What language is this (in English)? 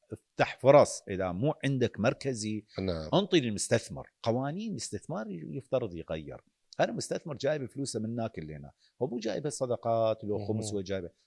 Mesopotamian Arabic